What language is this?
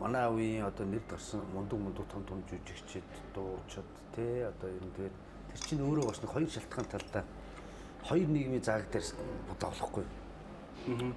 Mongolian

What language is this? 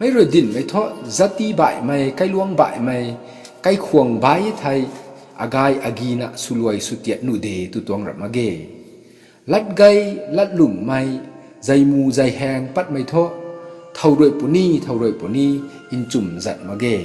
Rongmei Naga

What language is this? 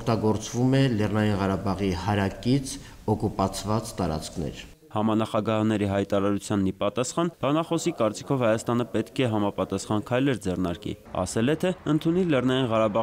Armenian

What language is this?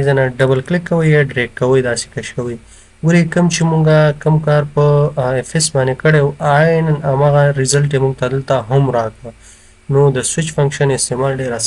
Pashto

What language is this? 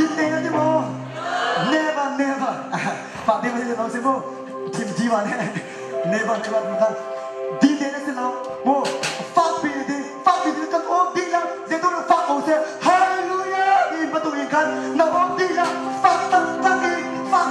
Hakha Chin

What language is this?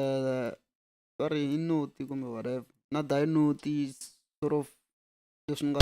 Tsonga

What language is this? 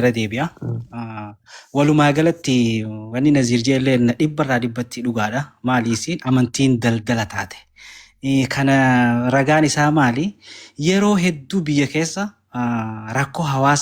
Oromo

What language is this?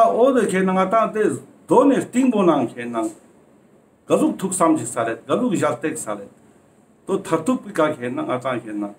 Ladakhi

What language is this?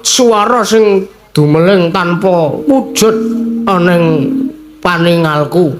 Javanese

